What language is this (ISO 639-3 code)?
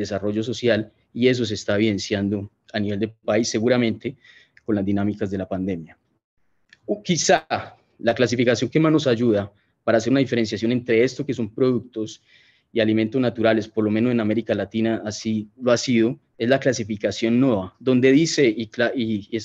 spa